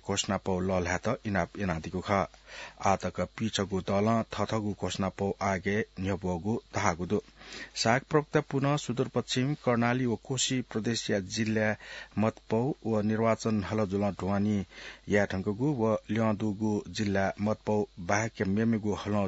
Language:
Newari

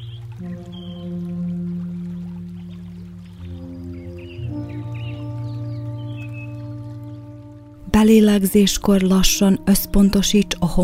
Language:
Hungarian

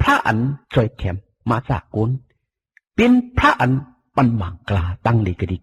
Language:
Shan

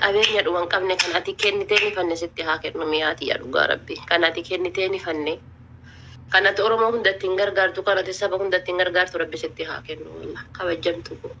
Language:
Oromo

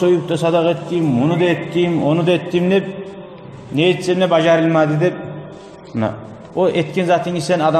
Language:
Kumyk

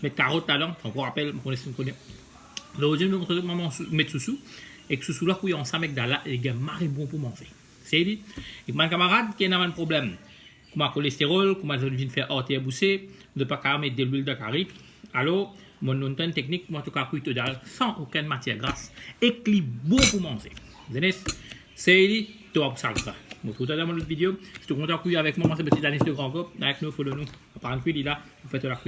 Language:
Morisyen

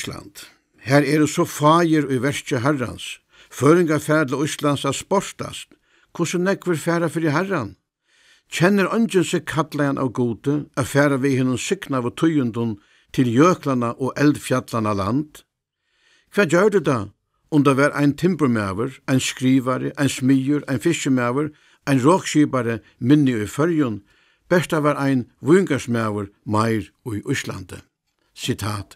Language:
Faroese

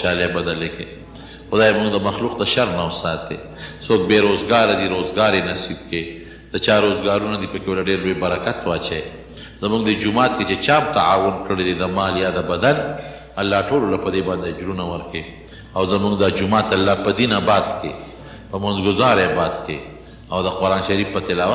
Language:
Pashto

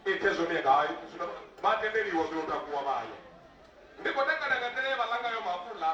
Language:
Venda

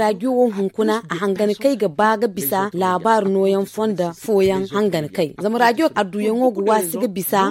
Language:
Zarma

